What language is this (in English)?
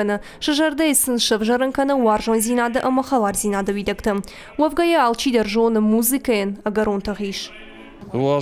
Ossetic